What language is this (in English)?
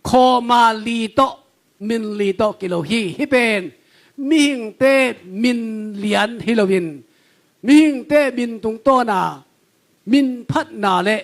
Tedim Chin